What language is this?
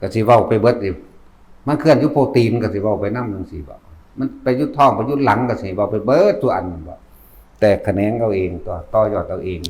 Northeastern Thai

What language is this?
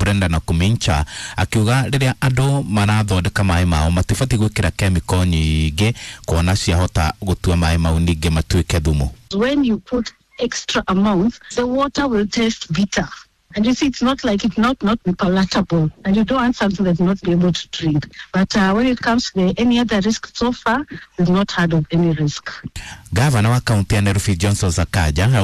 Kikuyu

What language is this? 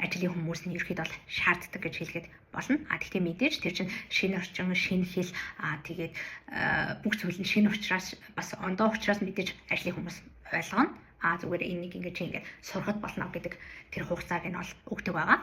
Mongolian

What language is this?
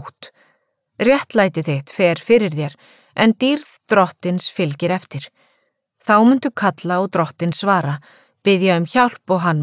Icelandic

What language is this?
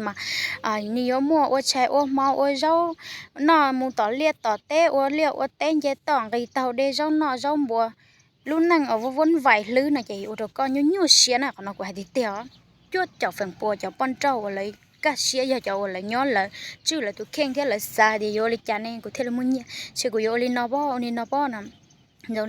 Hmong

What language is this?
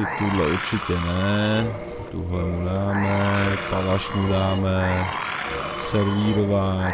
Czech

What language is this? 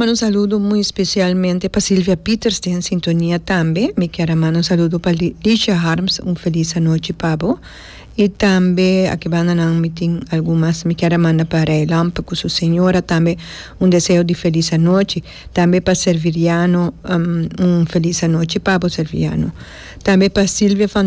Papiamento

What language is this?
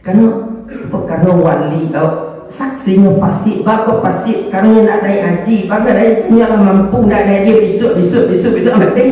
Minangkabau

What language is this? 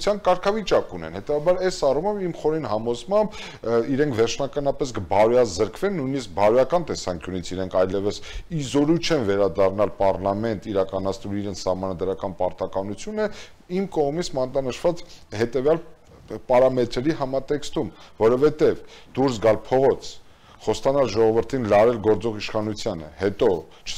Armenian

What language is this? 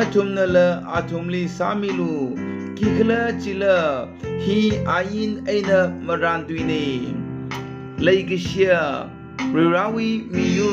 Tangkhul Naga (India)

